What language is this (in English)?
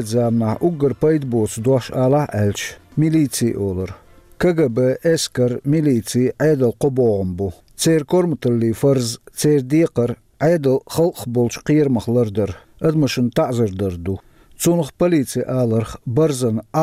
Chechen